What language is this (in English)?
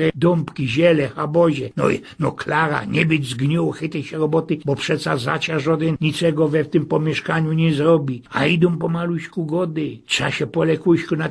Silesian